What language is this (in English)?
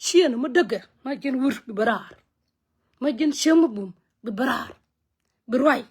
Nuer